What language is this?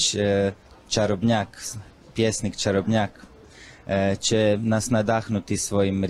Croatian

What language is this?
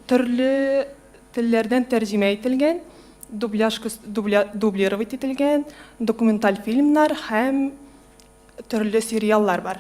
Tatar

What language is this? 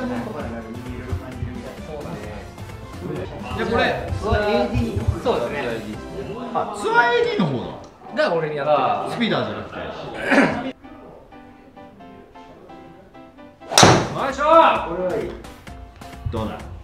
Japanese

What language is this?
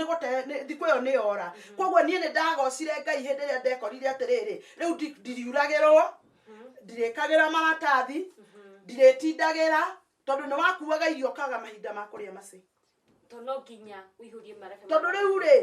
Kikuyu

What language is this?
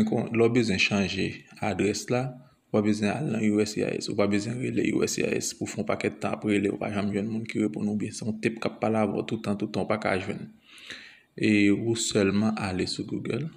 Haitian Creole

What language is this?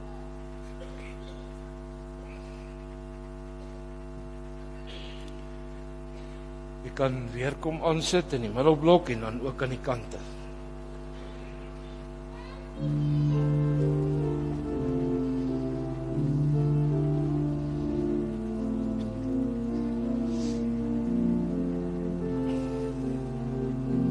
Afrikaans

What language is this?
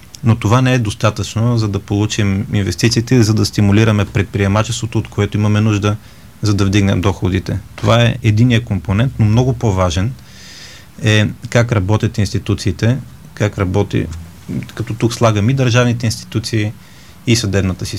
Bulgarian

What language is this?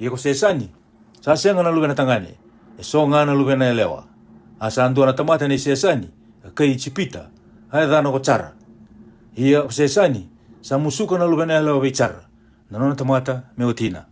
Fijian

